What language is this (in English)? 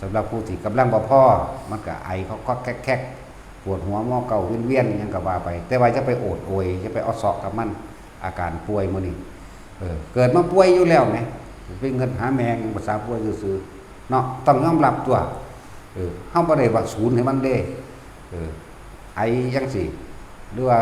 Northeastern Thai